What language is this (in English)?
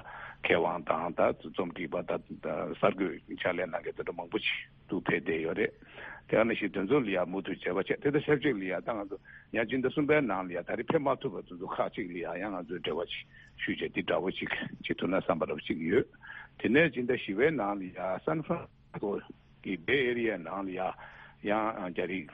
Tibetan